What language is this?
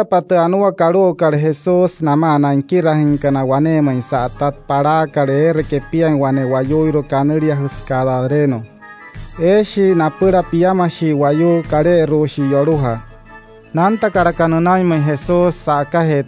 Wayuu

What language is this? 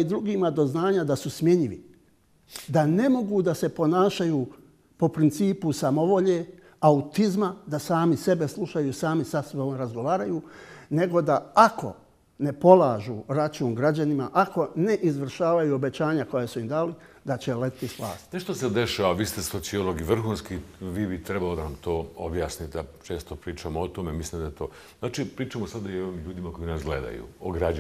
Bosnian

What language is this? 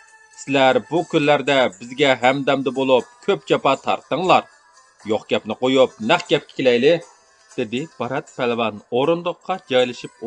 Uyghur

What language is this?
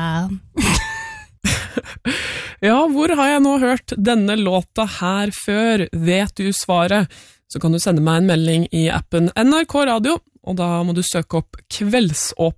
Norwegian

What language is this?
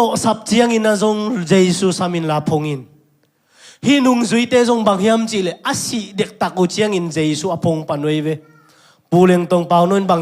Tedim Chin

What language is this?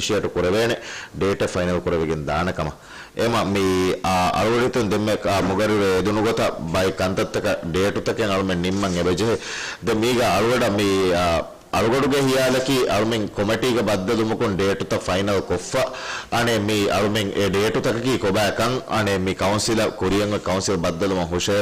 Divehi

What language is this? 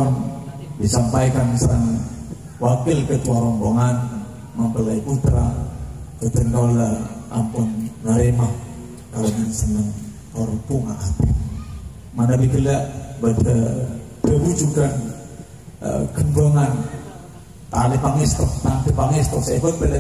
Madurese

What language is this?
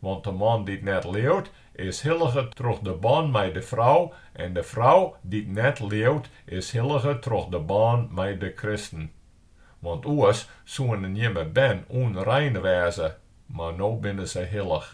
Western Frisian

